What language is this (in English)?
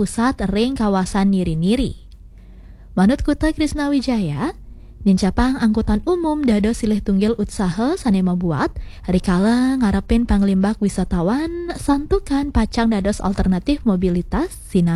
Balinese